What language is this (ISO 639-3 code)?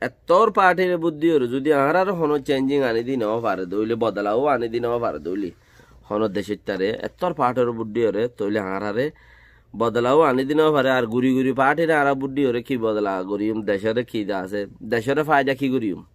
rhg